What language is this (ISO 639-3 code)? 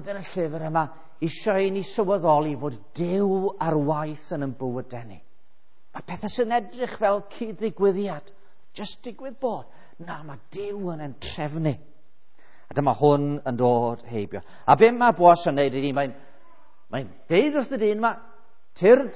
cym